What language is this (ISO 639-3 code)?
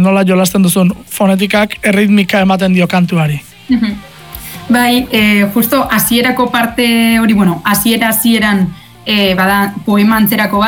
eus